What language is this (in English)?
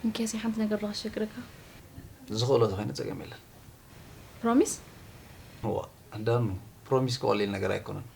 Tigrinya